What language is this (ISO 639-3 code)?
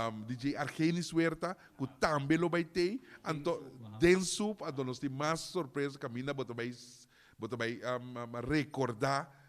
pap